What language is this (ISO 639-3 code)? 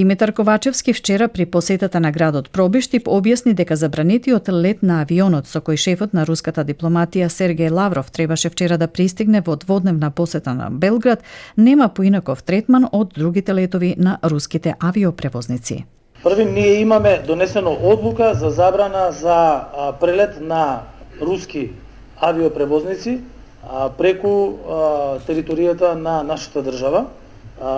mkd